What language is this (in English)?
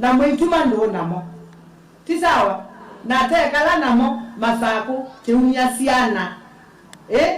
Kamba